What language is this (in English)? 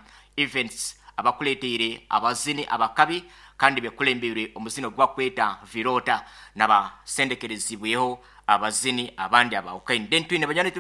Nyoro